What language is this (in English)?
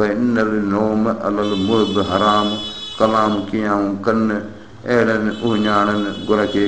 Sindhi